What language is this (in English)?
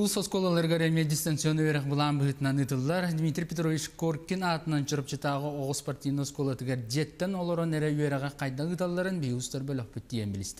Yakut